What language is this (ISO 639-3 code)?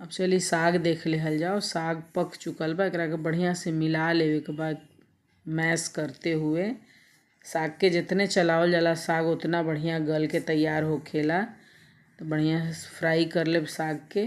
bho